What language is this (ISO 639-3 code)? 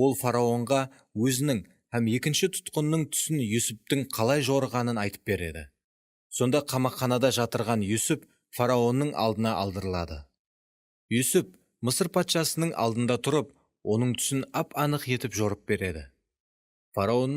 kaa